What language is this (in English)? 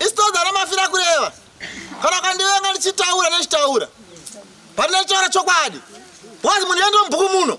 Shona